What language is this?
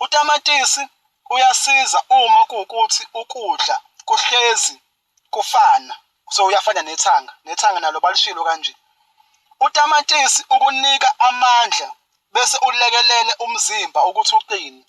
Zulu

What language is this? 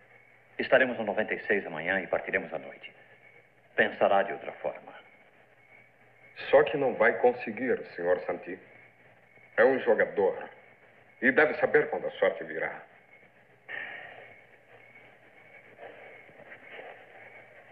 Portuguese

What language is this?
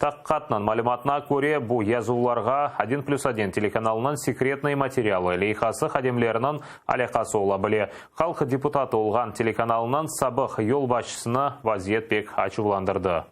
Crimean Tatar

